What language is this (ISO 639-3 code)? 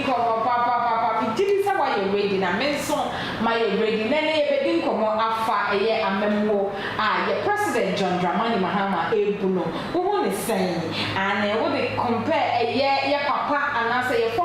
aka